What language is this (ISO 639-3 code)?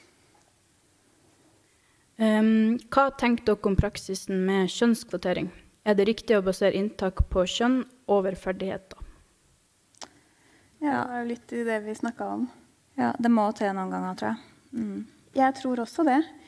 nor